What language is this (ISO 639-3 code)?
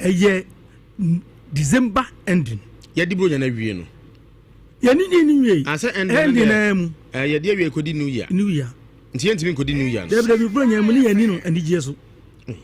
aka